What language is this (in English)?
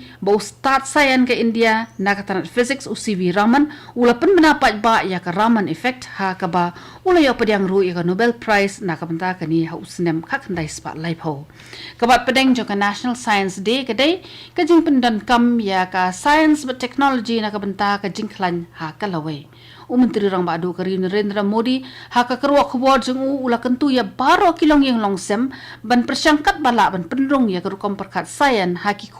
Khasi